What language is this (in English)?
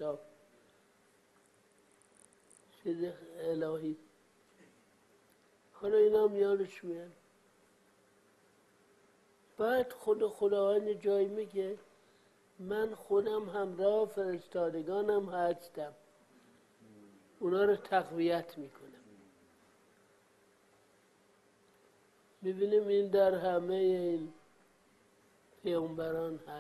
Persian